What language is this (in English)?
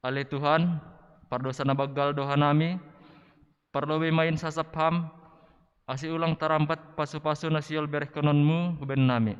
Batak Simalungun